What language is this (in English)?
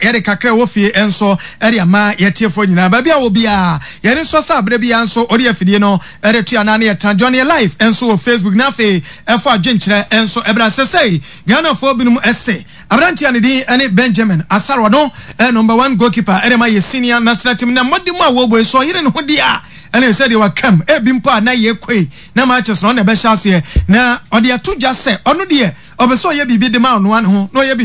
Akan